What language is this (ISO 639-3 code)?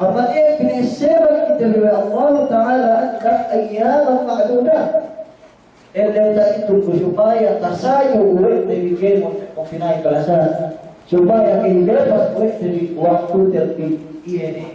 yka